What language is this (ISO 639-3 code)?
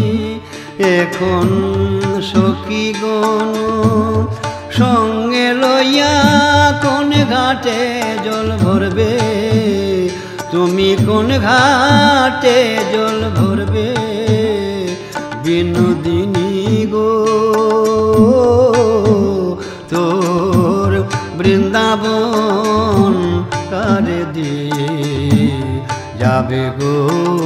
ben